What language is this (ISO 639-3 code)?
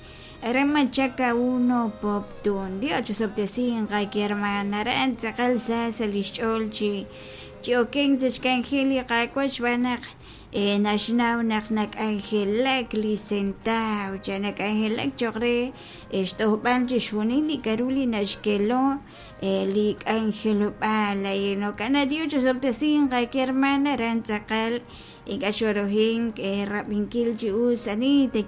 kek